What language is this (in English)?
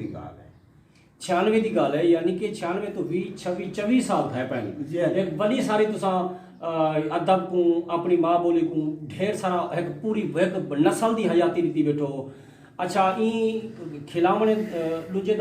Saraiki